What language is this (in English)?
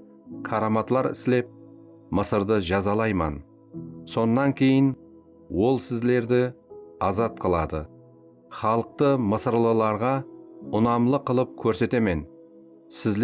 Kara-Kalpak